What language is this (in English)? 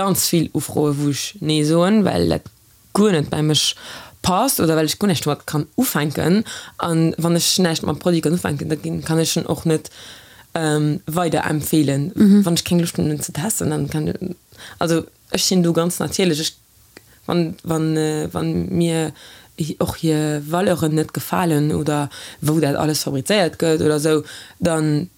Luxembourgish